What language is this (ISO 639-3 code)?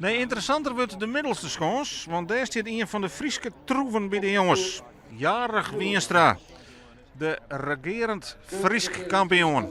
fry